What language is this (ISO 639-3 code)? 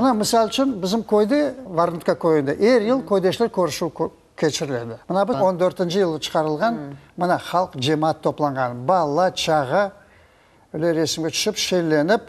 crh